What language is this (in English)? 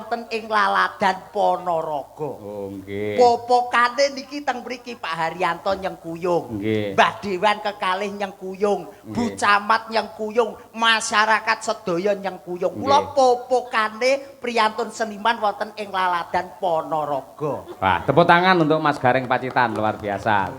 Javanese